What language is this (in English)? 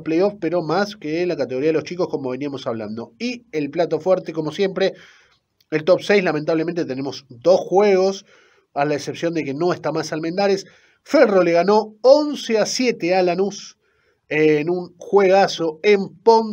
Spanish